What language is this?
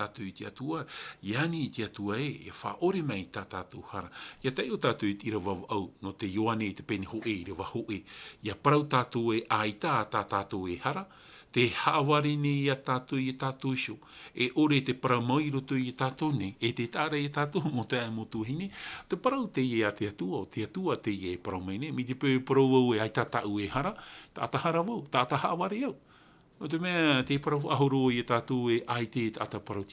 Tahitian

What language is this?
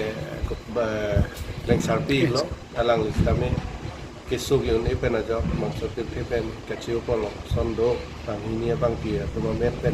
Karbi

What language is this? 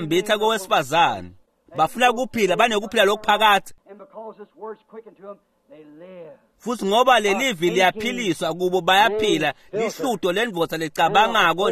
Swati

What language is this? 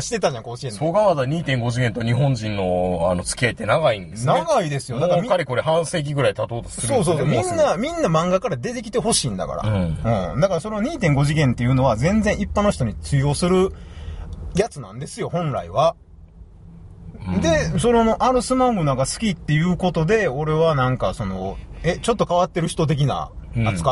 Japanese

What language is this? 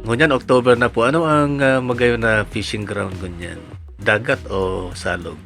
Bikol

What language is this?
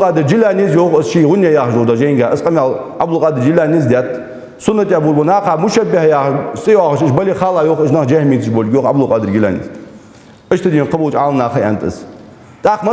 Ingush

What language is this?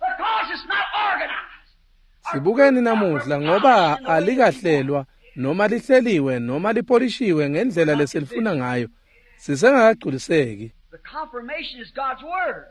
Swati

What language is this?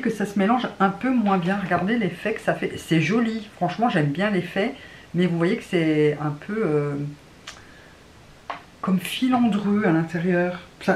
French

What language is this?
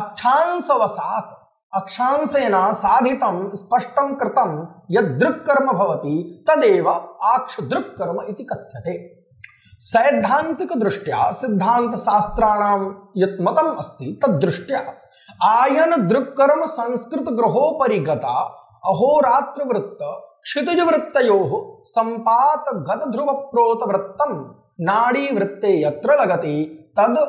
Sanskrit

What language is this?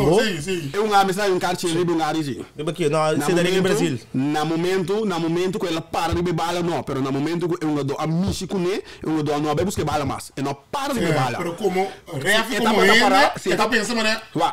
Papiamento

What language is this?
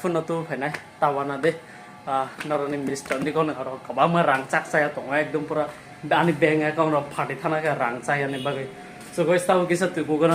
Kok Borok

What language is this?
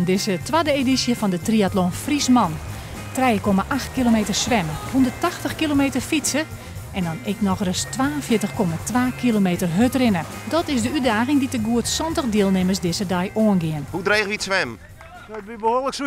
Western Frisian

